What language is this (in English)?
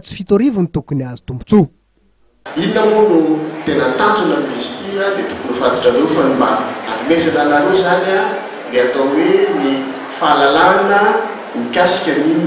Malagasy